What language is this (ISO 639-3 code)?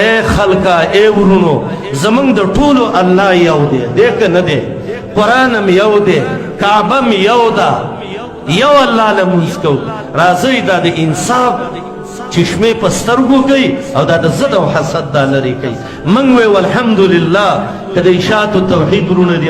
pus